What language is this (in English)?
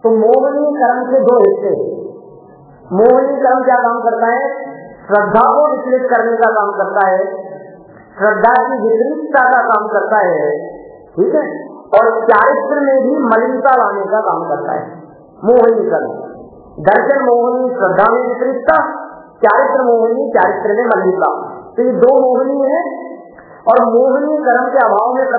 Hindi